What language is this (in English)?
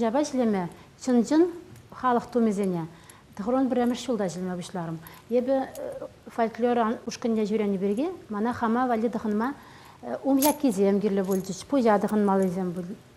Chuvash